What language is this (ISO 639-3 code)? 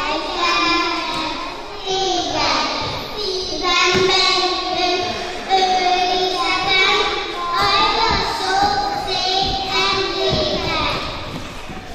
hun